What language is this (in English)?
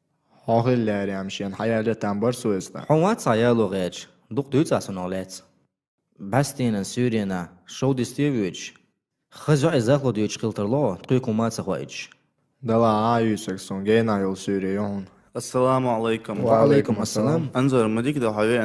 Chechen